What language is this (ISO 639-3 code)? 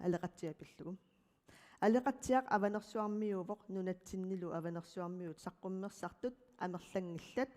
kal